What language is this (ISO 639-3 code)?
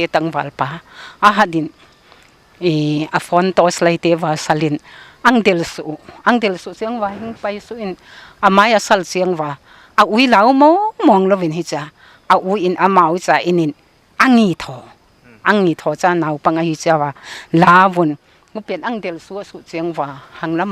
pck